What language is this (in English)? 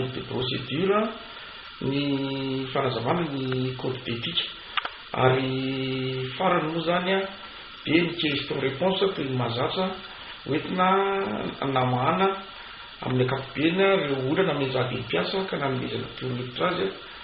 Malagasy